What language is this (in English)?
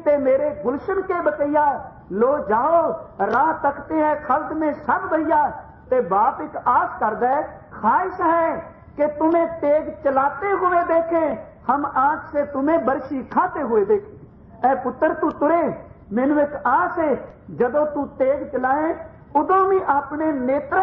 Punjabi